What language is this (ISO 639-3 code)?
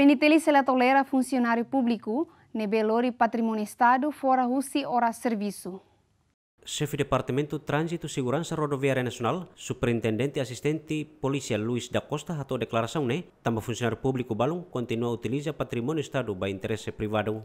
tet